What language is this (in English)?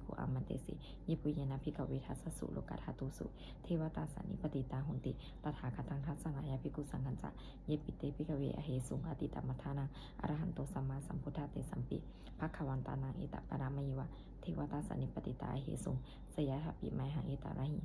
Pali